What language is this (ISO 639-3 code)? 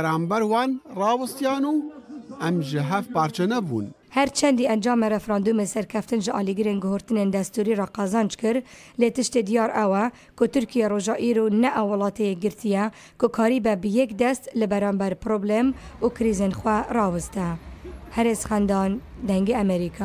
kur